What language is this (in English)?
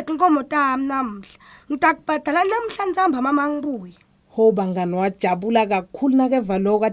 Swati